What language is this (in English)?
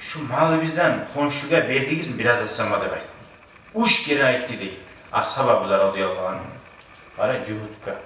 Kumyk